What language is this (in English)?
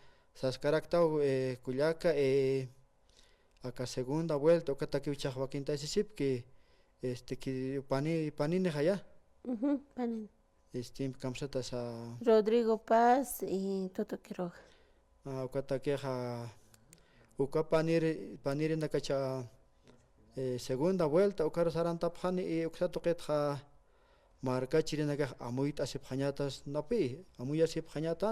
Aymara